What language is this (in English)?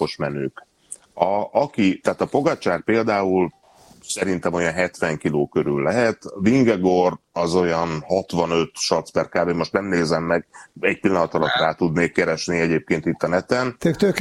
Hungarian